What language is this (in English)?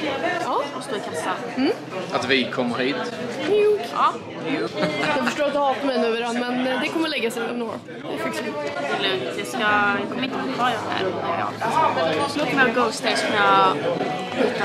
Swedish